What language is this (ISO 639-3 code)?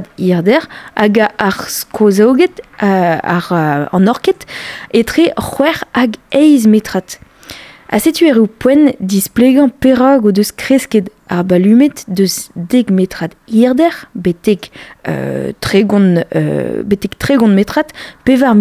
bre